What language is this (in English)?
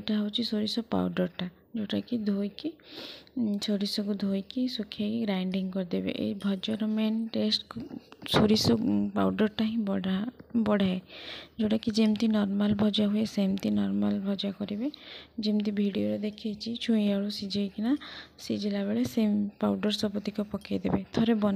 Odia